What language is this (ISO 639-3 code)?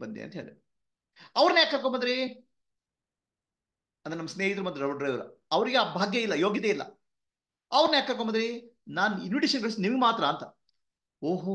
kan